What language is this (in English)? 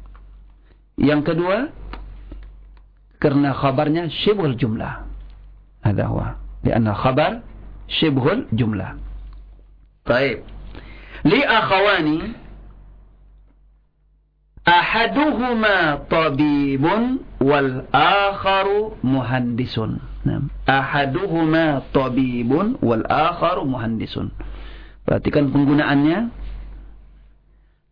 Indonesian